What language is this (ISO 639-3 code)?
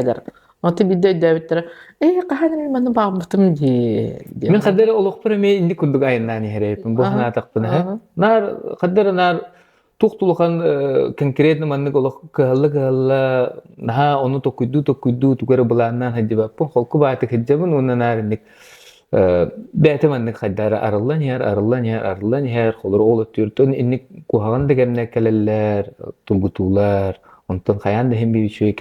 sah